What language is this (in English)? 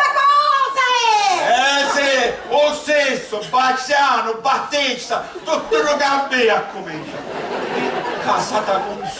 Sicilian